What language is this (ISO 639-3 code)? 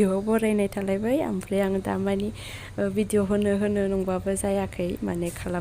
brx